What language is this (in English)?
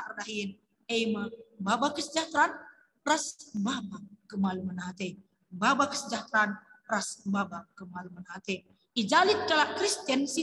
Batak Karo